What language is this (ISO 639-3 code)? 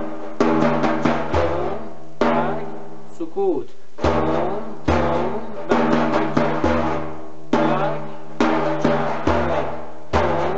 fas